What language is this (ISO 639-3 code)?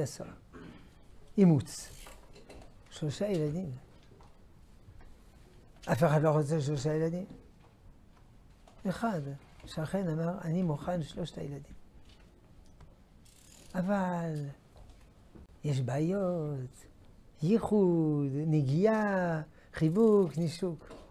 heb